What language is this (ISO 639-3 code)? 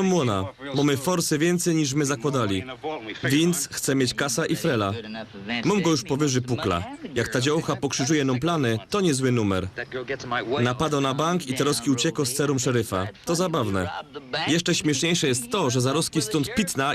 szl